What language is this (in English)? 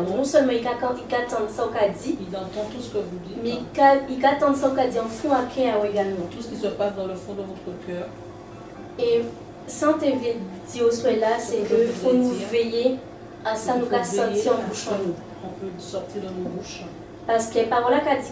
Guadeloupean Creole French